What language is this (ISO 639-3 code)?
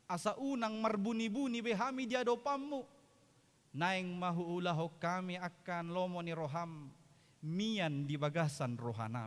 bbc